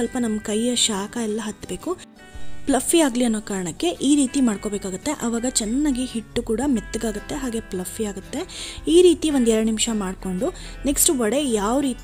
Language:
Kannada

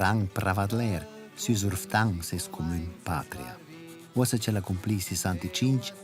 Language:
Romansh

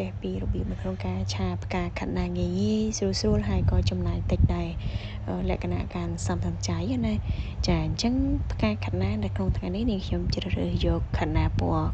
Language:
Khmer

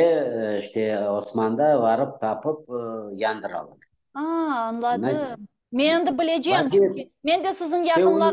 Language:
Crimean Tatar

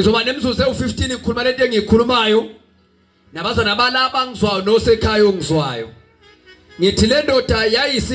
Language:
Zulu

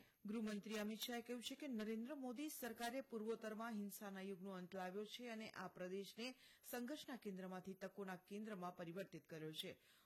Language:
Gujarati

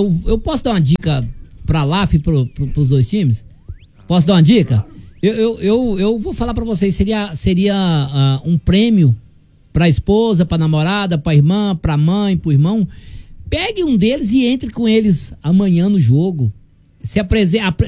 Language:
Portuguese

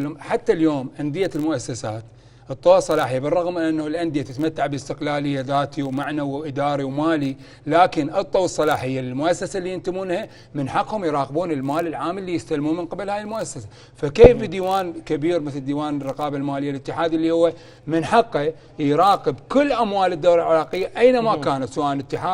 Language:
Mesopotamian Arabic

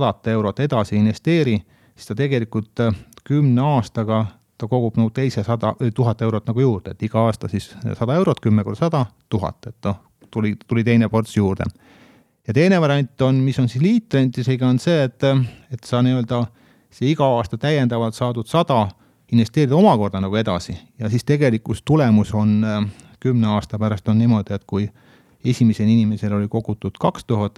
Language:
Estonian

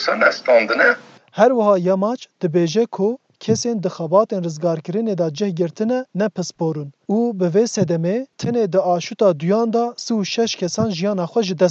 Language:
Kurdish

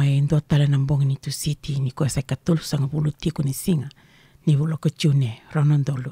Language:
Fijian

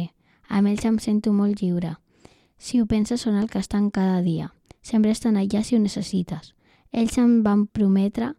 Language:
Catalan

